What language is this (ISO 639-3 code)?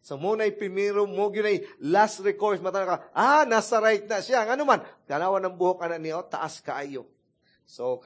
ceb